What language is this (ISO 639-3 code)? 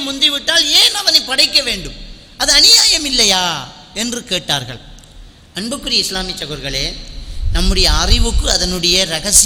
tam